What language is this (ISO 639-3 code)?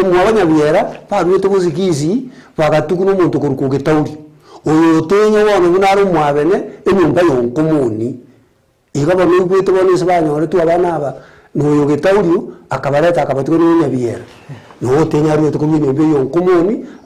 guz